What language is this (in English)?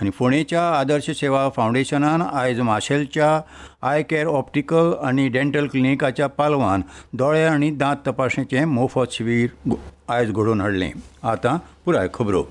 Konkani